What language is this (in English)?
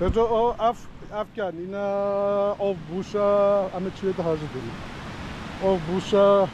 Kurdish